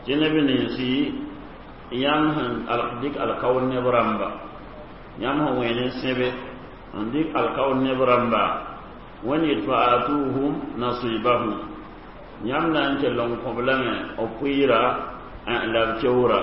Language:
Mossi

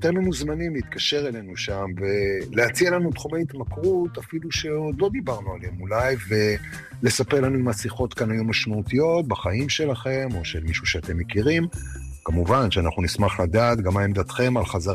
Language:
Hebrew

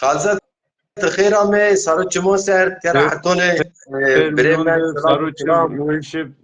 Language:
Zaza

